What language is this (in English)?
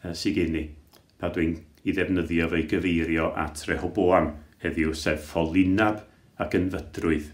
Welsh